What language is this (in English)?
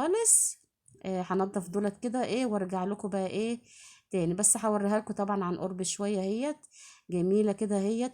Egyptian Arabic